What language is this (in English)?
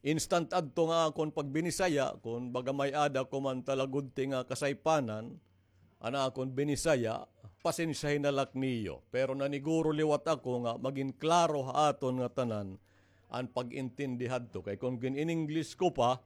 Waray